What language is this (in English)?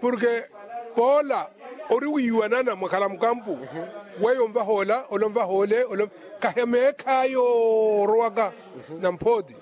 Makhuwa